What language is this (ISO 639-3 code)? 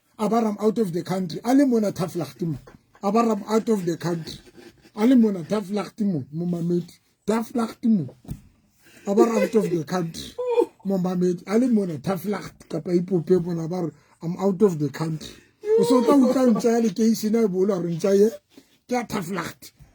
sot